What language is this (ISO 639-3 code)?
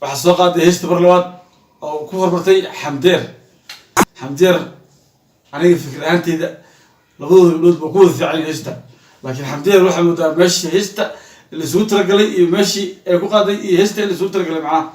som